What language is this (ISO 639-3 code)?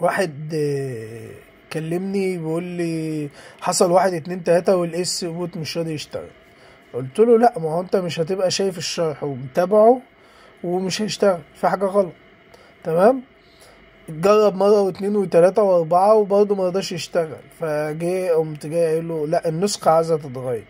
arz